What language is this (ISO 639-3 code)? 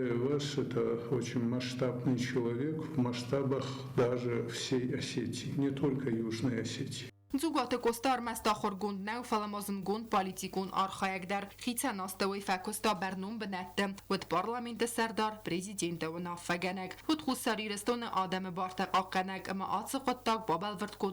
oss